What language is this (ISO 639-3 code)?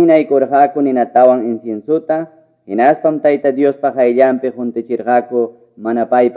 que